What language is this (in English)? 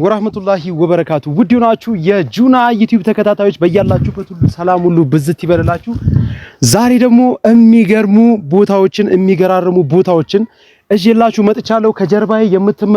Amharic